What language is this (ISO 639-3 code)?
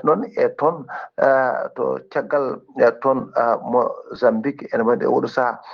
ful